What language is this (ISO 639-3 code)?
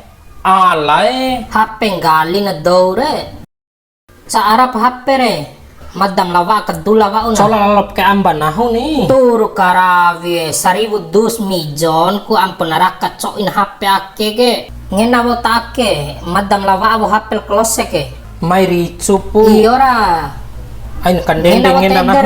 bhp